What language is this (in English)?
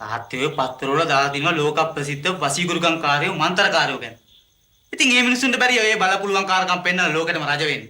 Sinhala